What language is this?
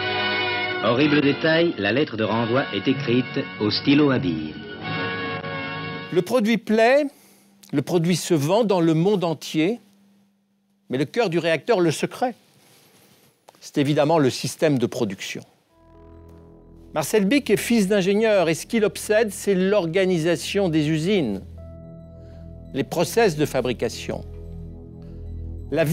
French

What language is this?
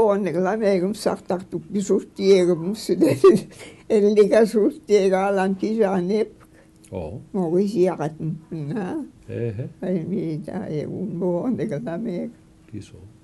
Mi'kmaw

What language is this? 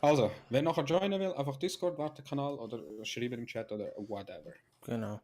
Swiss German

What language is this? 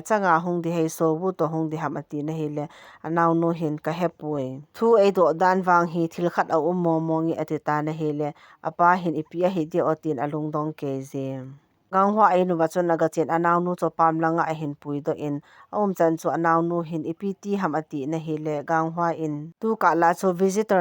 Thado Chin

